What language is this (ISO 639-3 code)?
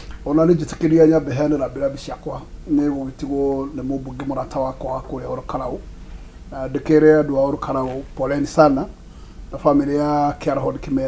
kik